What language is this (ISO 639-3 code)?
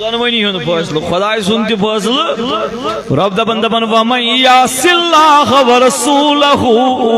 kas